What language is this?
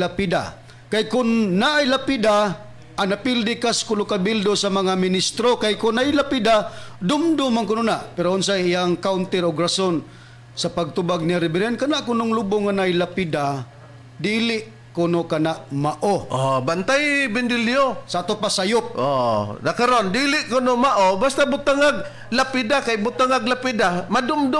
Cebuano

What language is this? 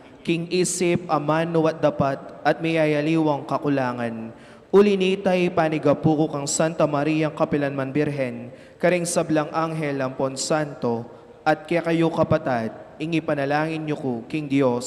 Pampanga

